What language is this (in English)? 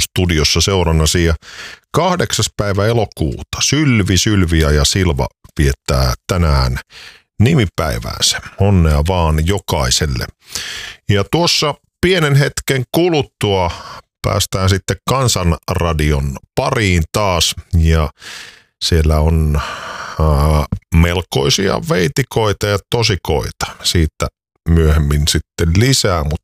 Finnish